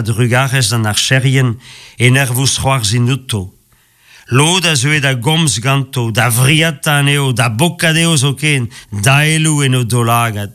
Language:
Breton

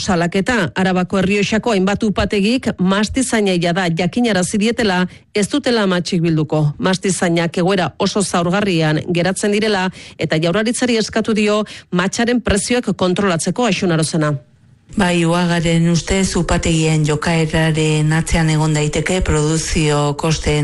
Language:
Basque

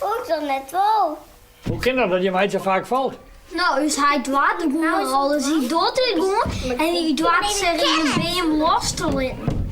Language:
Western Frisian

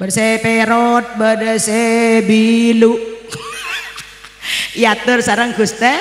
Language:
Madurese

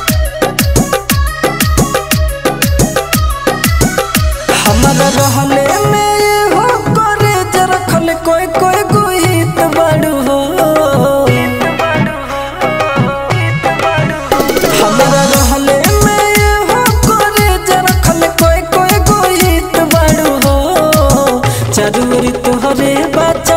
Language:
Bhojpuri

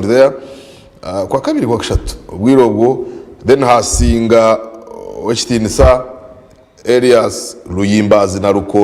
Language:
Nyankole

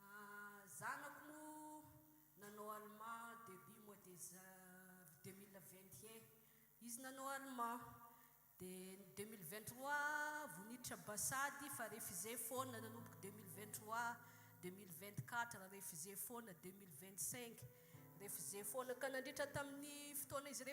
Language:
Malagasy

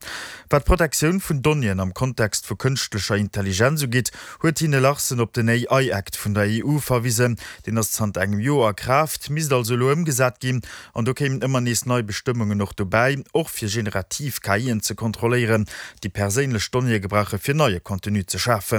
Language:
Luxembourgish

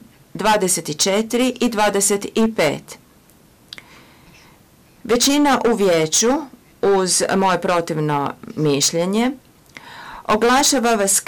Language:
Croatian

